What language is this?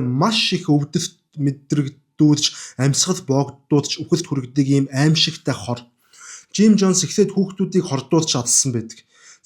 Mongolian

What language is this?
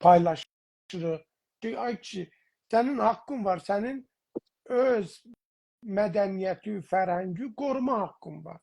South Azerbaijani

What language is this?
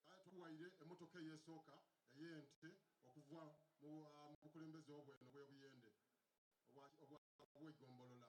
Soga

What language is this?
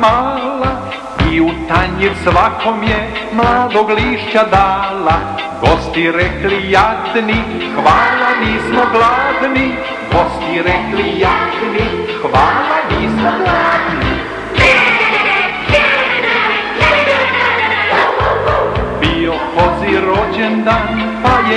Serbian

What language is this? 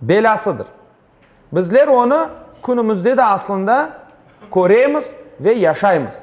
Crimean Tatar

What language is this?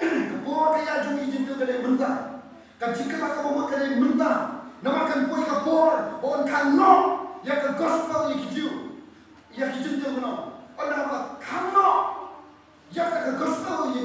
Khasi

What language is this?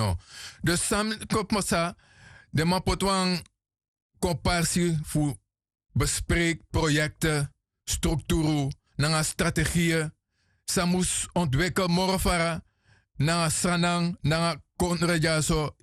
Sranan Tongo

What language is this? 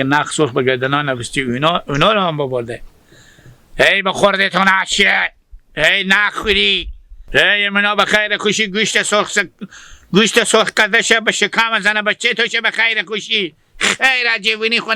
Hazaragi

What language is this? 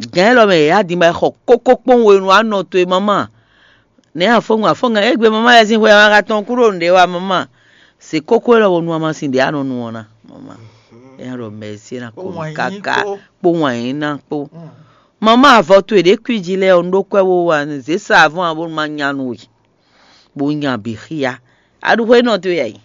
Fon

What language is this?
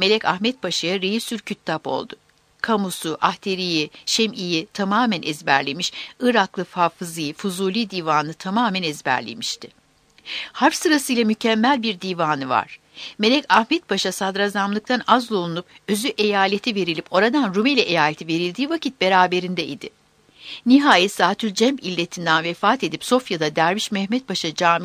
Turkish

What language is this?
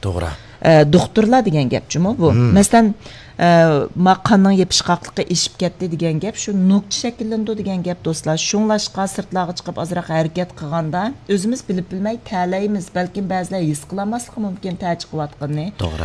Uyghur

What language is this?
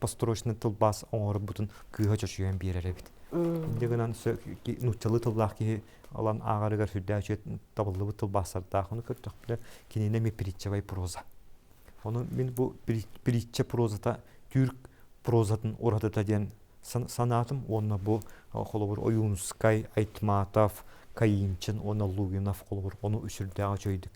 Yakut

